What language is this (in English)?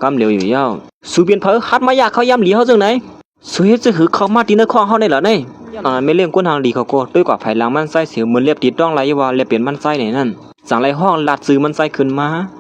Shan